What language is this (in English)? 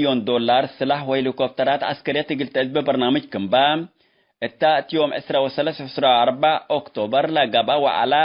Tigre